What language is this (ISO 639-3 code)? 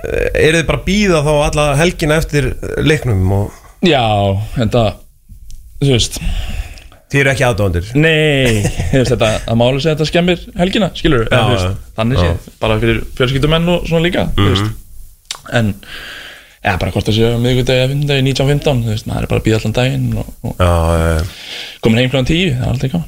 isl